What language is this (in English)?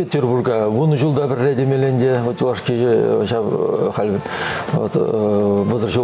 Chuvash